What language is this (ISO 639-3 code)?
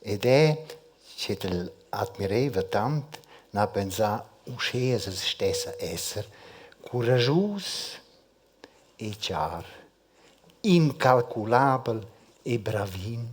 roh